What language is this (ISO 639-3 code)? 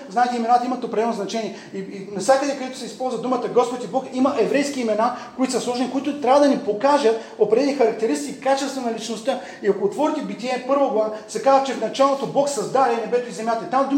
bul